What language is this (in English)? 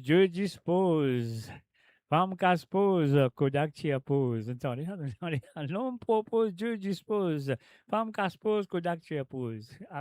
Morisyen